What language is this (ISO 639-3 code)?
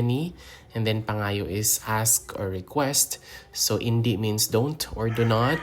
hil